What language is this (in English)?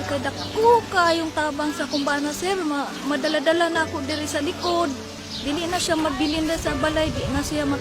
Cebuano